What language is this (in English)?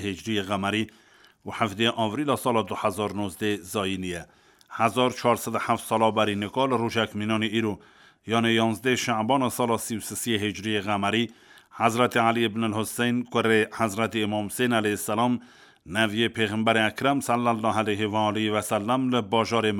Kurdish